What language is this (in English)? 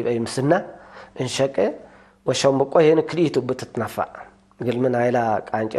Tigre